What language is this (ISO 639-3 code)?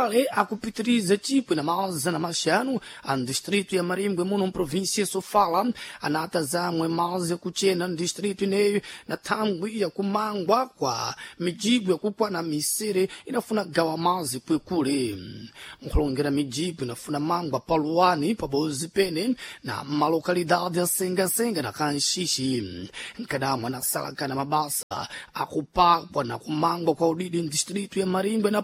seh